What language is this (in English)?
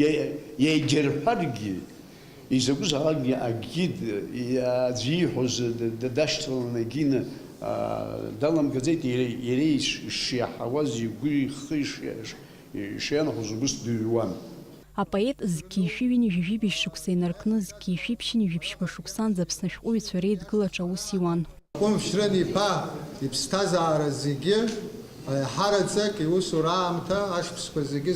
Abkhazian